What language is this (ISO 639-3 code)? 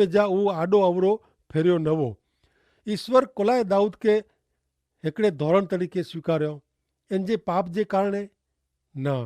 kfr